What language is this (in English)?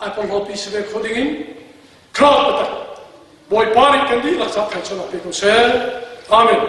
Hakha Chin